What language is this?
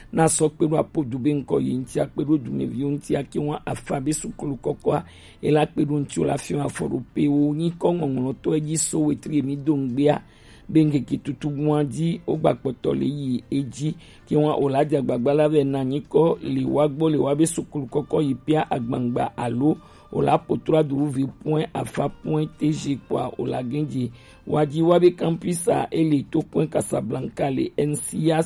Gen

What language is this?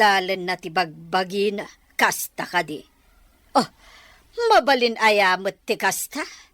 Iloko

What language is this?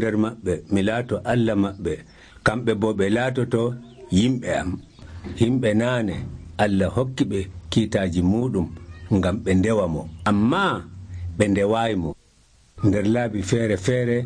Nigerian Fulfulde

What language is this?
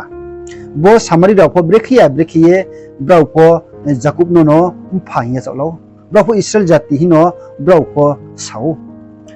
Riang (India)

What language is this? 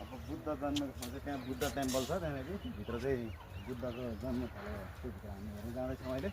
Nepali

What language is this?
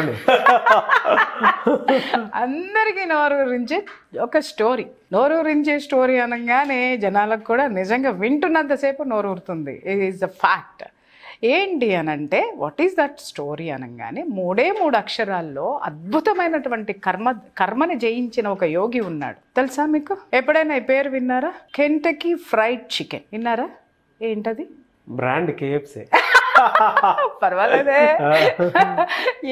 Telugu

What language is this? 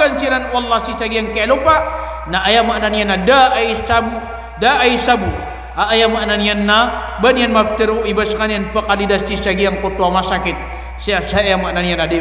Maranao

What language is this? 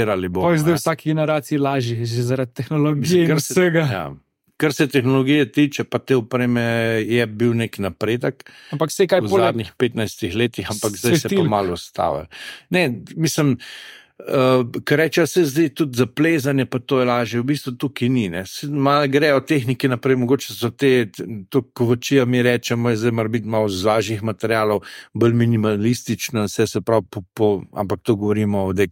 Slovenian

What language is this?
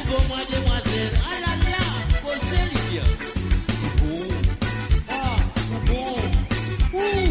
Morisyen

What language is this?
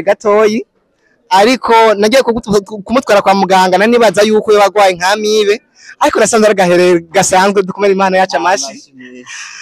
Rundi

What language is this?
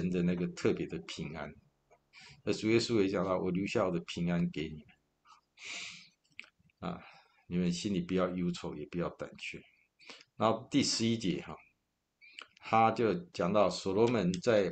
Chinese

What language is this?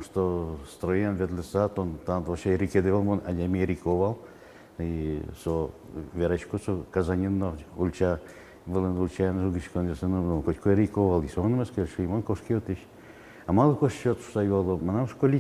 Udmurt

